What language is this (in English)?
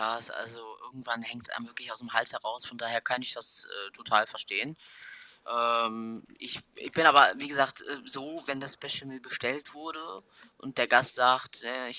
German